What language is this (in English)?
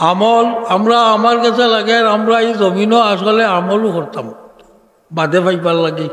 Sylheti